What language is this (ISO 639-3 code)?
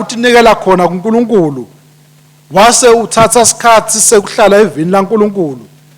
ssw